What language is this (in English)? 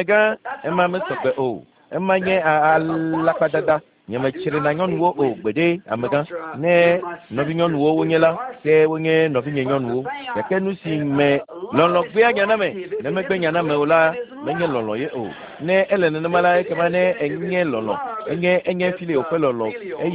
Ewe